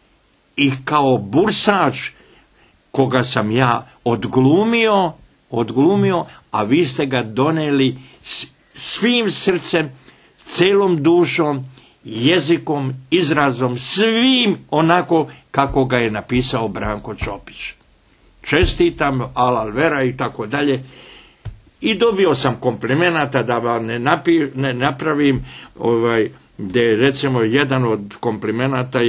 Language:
Serbian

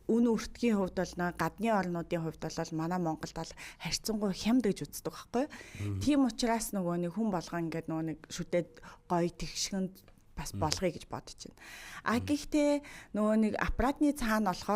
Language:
Mongolian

